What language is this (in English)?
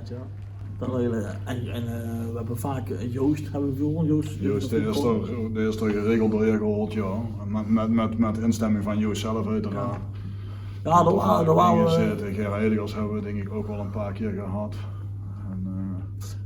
Limburgish